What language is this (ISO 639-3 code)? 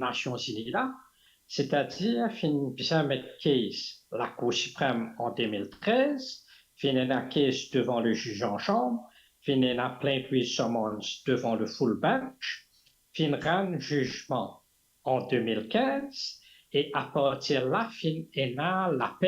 mfe